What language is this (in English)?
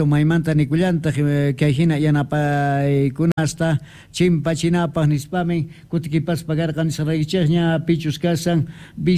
South Bolivian Quechua